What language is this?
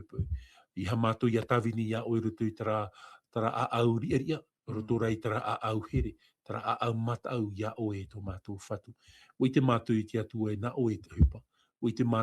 Tahitian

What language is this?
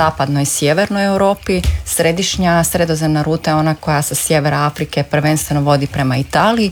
Croatian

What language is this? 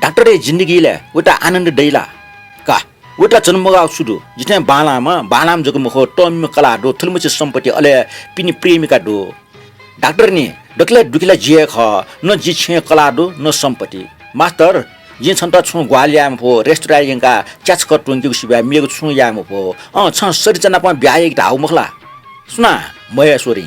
Newari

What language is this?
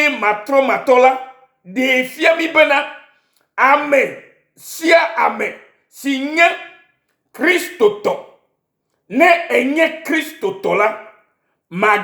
Ewe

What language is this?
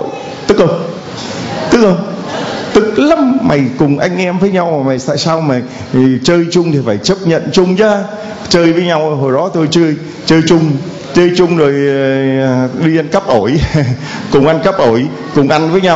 Vietnamese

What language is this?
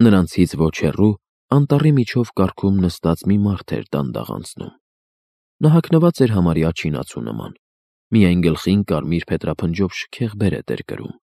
Armenian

